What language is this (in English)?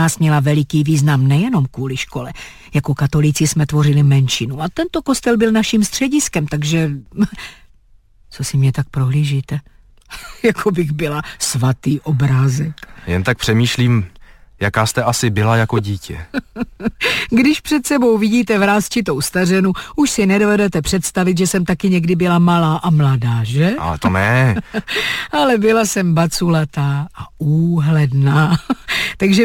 Czech